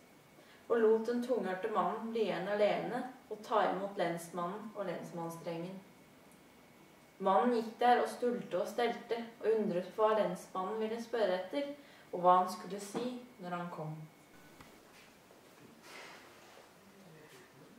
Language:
Norwegian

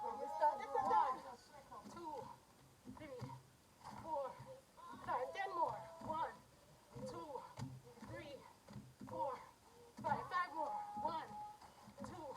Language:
Jamaican Creole English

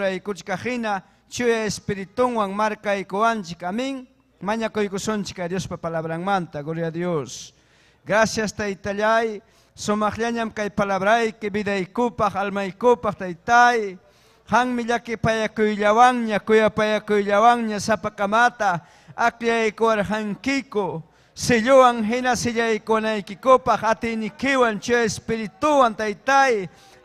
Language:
Ayacucho Quechua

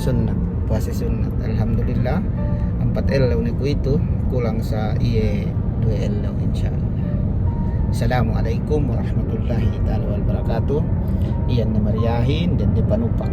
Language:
Yakan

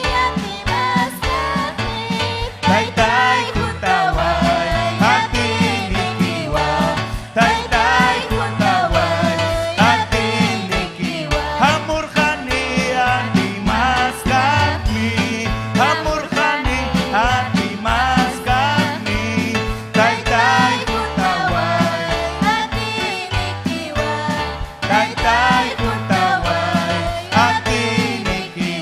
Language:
Ayacucho Quechua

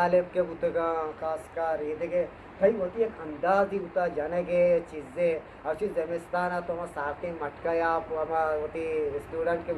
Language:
Eastern Balochi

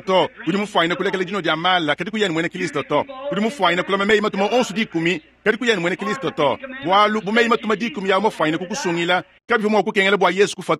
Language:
Luba-Lulua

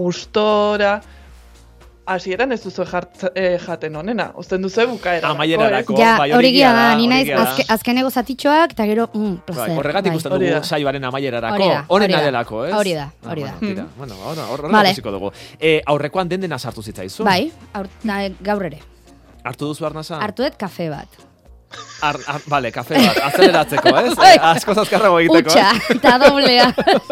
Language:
Basque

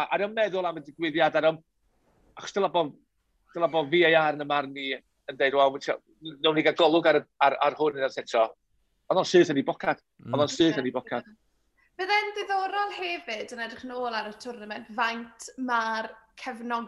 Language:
Welsh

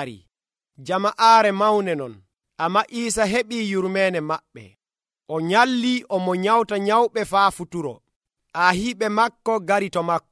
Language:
Nigerian Fulfulde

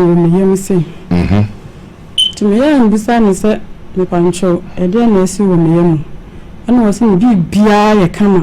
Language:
Akan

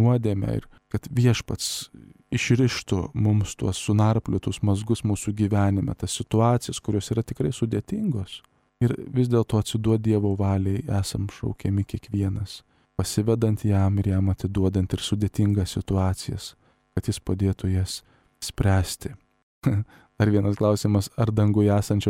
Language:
Lithuanian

